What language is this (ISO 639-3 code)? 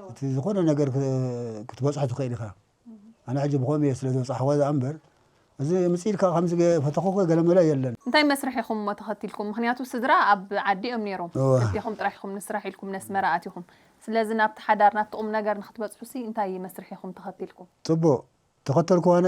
tir